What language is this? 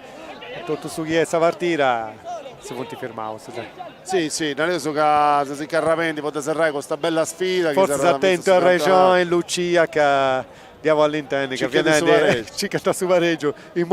Sardinian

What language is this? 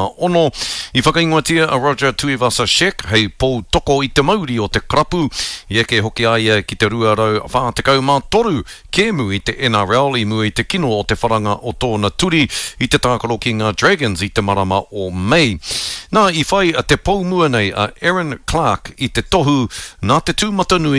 Māori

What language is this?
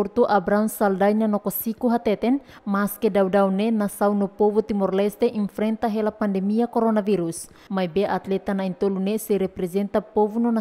Tetum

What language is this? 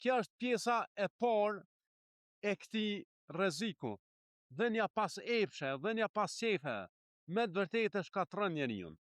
Albanian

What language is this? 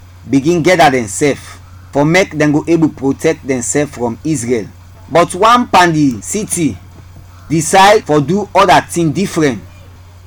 Krio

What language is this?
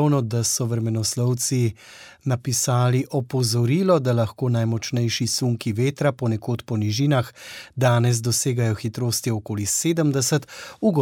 Slovenian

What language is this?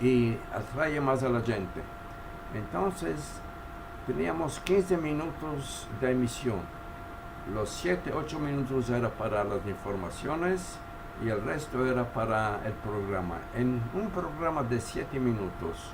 Ladino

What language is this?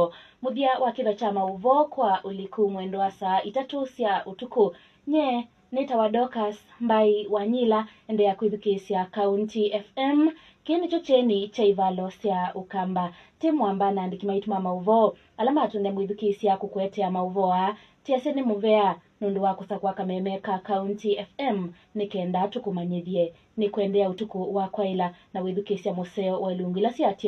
Kamba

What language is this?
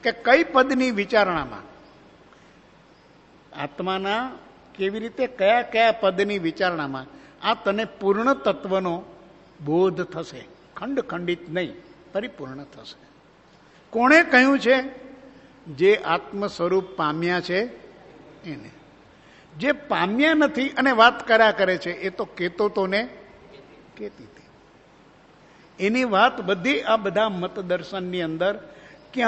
Gujarati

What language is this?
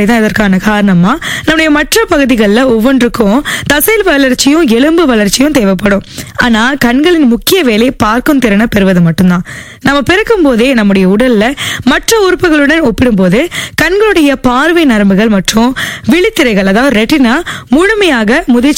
Tamil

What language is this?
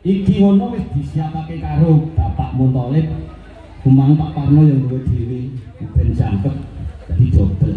Javanese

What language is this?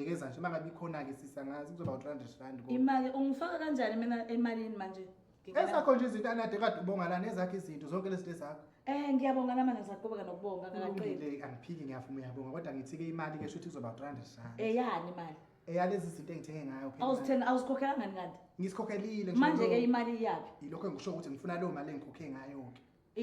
Zulu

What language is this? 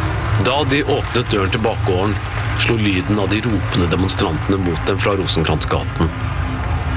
Norwegian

